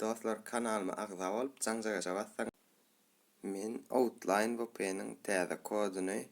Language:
Turkmen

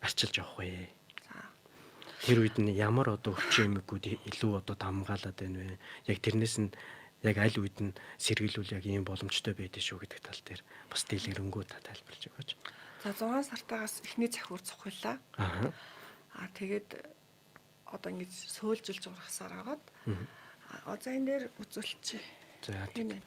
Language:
Mongolian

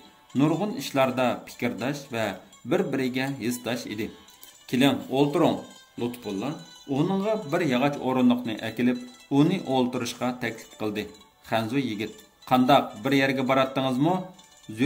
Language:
Uyghur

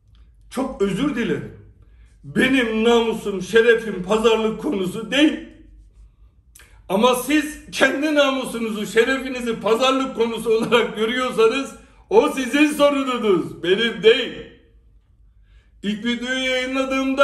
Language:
Turkish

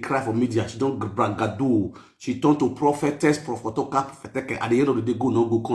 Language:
Nigerian Pidgin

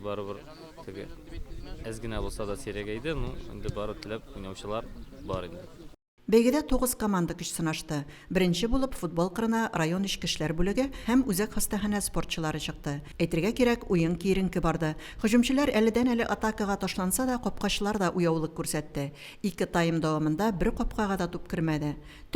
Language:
Tatar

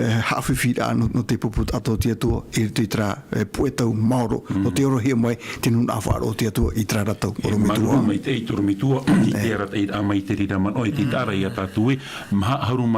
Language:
Tahitian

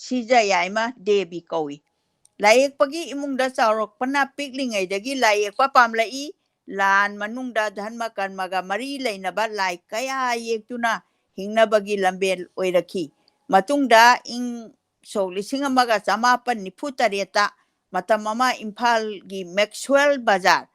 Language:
Manipuri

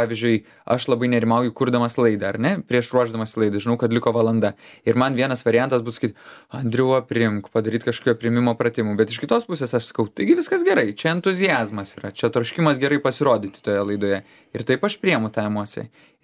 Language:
Lithuanian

